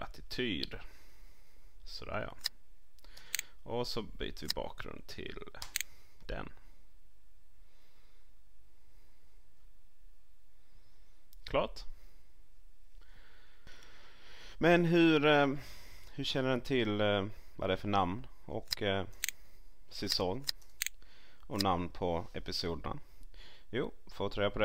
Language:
Swedish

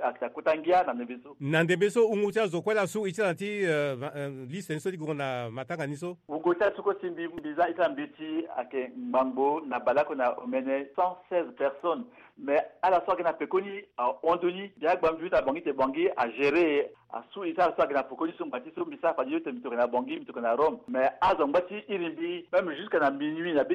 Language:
Sango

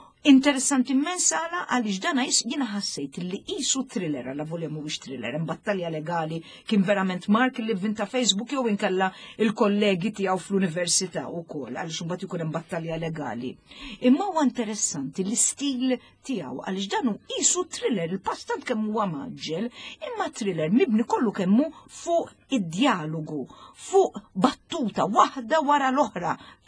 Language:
Maltese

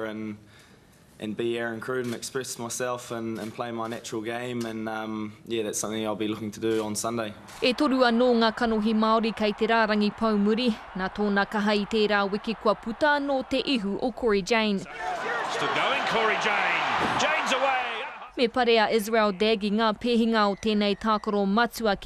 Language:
Māori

